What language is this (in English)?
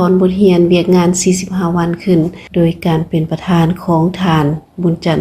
Lao